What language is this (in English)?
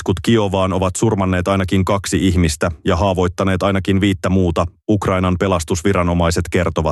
Finnish